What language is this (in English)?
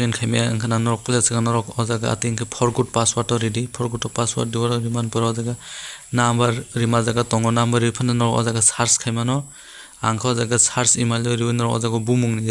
Kok Borok